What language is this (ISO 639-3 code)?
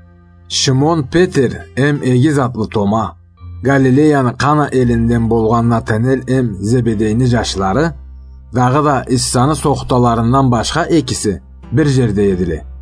krc